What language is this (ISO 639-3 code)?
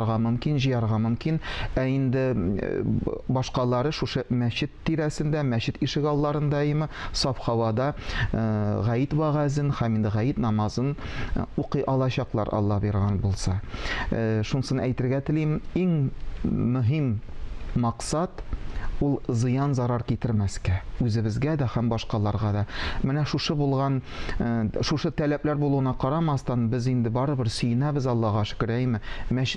tat